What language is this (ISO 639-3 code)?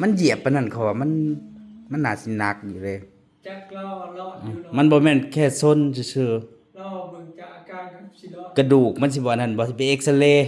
tts